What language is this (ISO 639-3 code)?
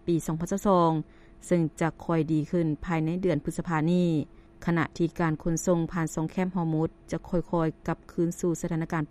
lao